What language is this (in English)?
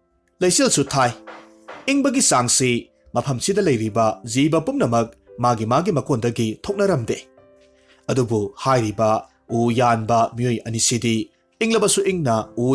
Manipuri